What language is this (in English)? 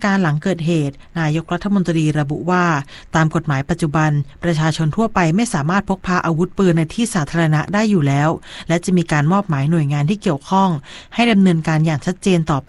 Thai